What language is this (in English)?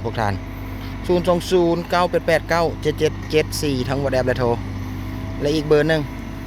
Lao